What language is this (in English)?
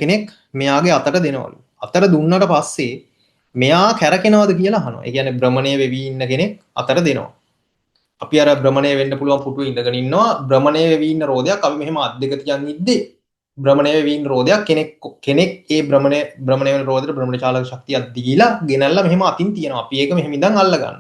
Sinhala